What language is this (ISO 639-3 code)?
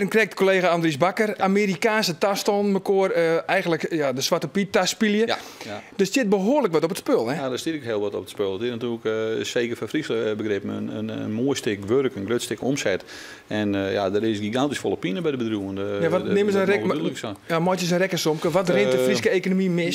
fry